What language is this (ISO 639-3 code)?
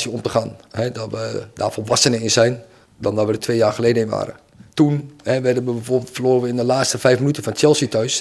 nld